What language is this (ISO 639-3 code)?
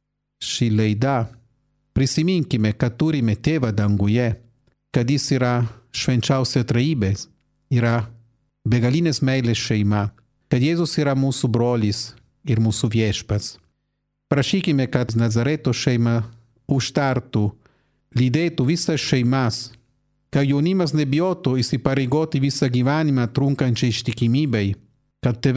lit